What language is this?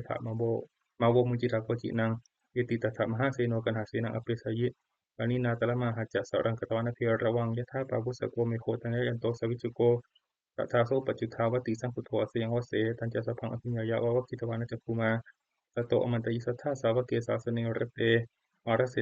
Pali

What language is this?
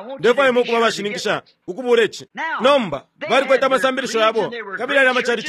Bemba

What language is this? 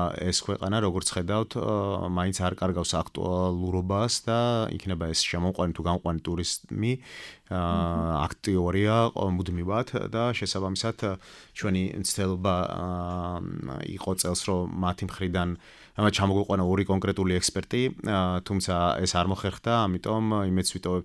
Georgian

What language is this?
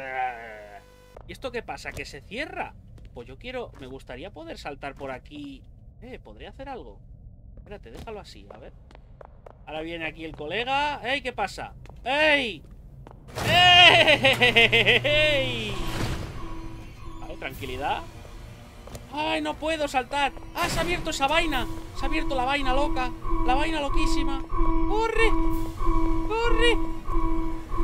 Spanish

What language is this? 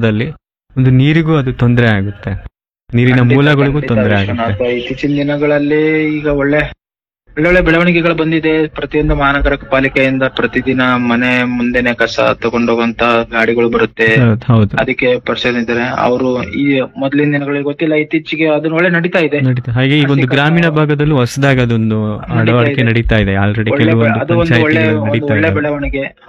Kannada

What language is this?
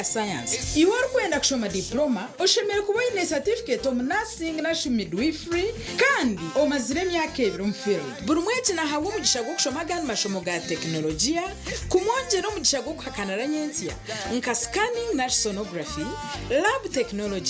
Nyankole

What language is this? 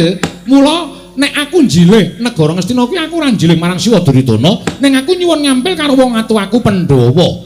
Javanese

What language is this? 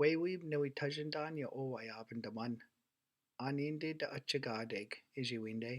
Chippewa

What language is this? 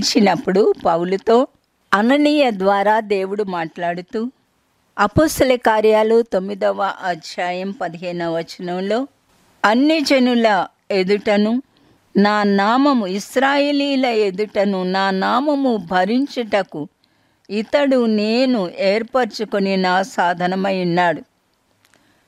Telugu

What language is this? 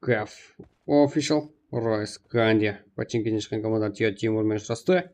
Kara-Kalpak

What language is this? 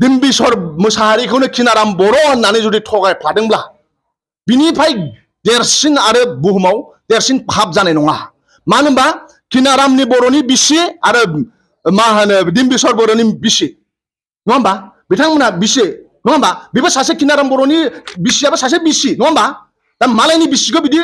Bodo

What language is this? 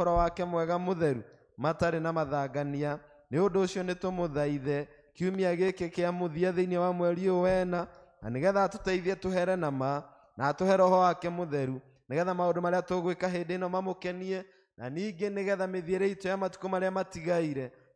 Kikuyu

